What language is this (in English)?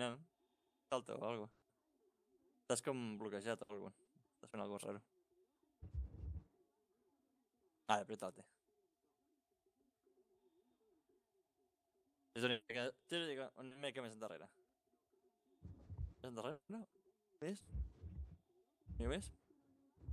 Catalan